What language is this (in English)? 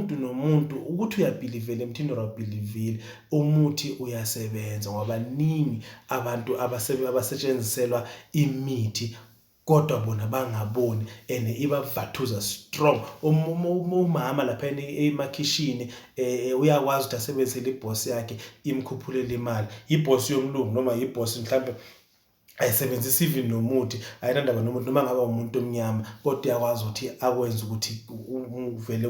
Zulu